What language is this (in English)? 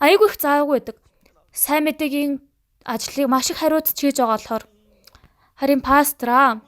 Mongolian